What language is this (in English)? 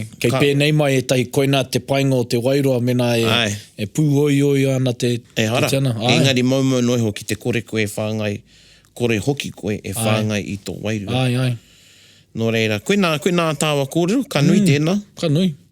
Māori